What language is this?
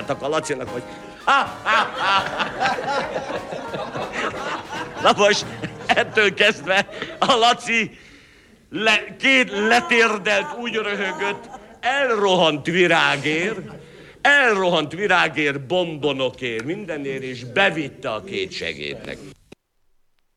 Hungarian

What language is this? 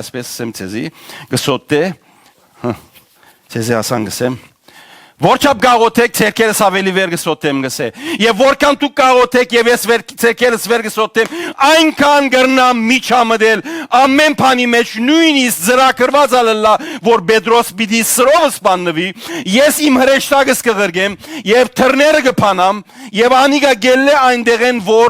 Western Armenian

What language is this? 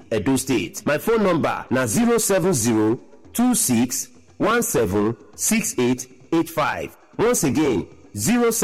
Nigerian Pidgin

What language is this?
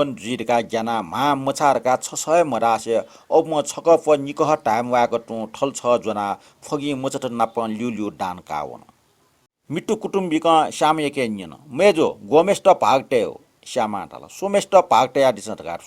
Newari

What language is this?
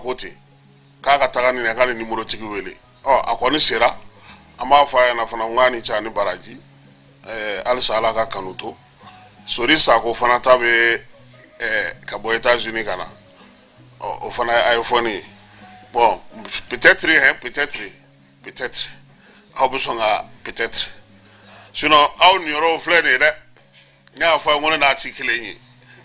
Bambara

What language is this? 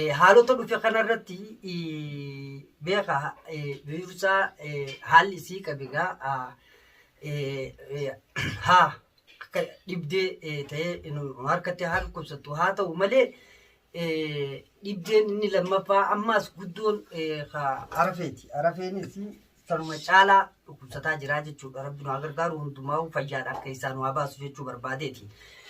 Oromo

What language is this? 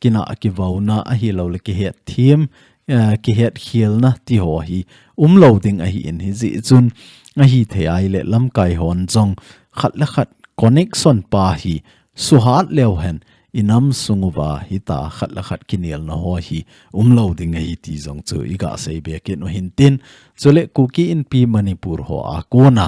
Thado Chin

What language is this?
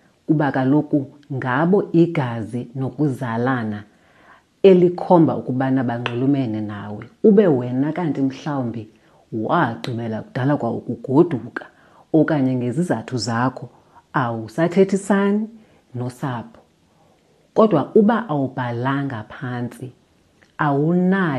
Xhosa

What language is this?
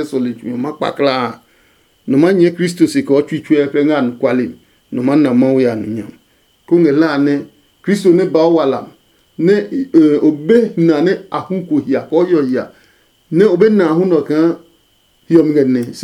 Adangme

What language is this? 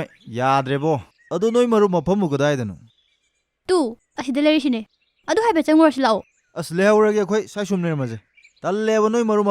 Manipuri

